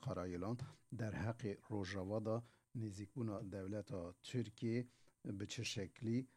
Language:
Kurdish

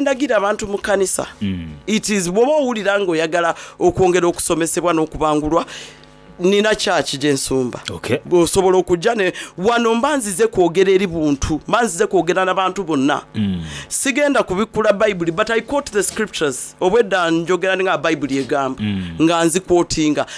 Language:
Soga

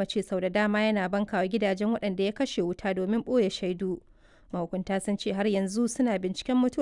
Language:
Hausa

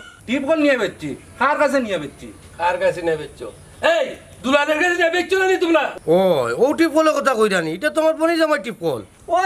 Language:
Sylheti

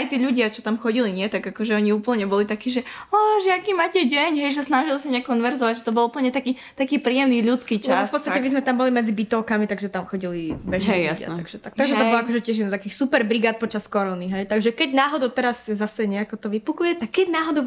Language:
Slovak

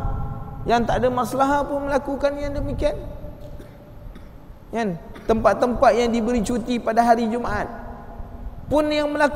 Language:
Malay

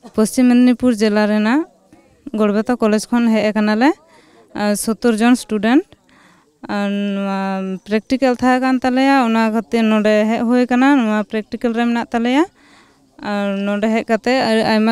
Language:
Santali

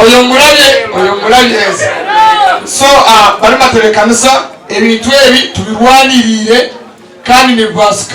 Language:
Nyankole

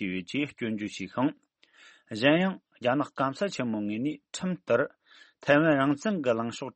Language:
Tibetan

